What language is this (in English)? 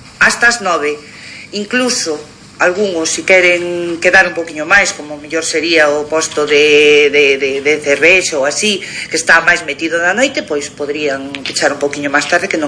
Galician